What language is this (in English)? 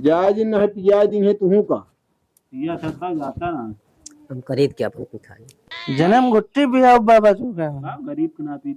Awadhi